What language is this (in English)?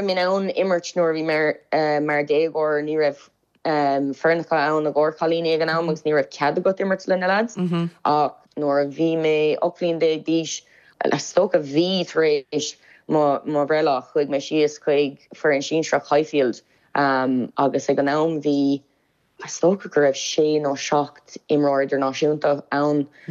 Irish